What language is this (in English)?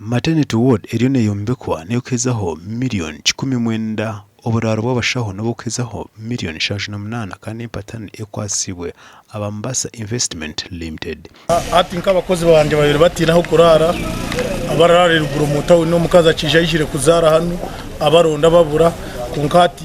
Nyankole